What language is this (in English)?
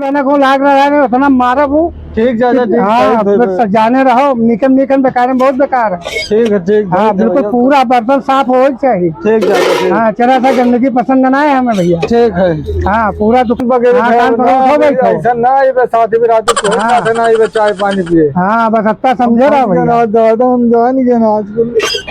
Awadhi